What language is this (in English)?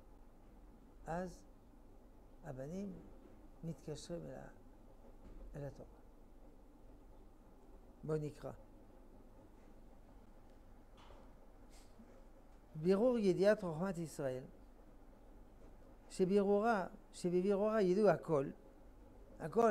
Hebrew